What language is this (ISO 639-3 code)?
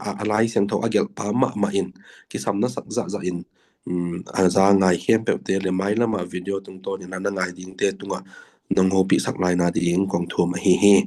ctd